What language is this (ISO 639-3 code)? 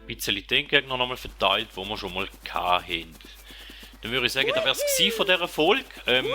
gsw